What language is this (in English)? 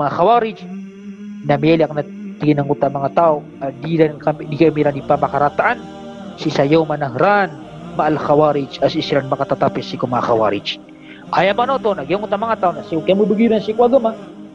Maranao